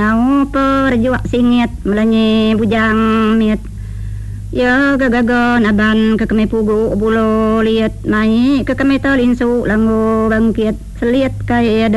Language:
Iban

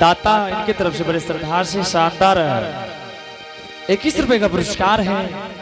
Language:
Angika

